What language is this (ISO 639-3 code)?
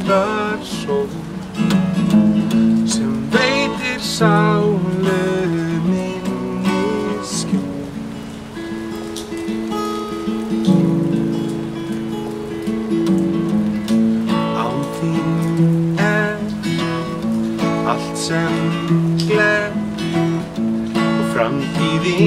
isl